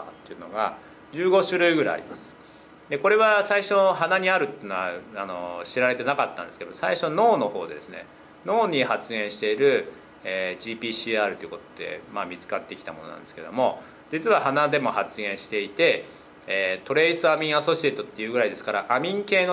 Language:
Japanese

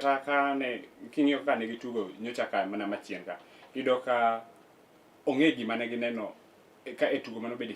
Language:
Luo (Kenya and Tanzania)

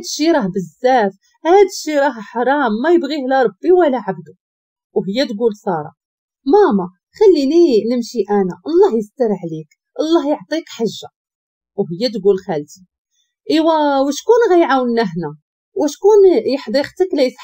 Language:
Moroccan Arabic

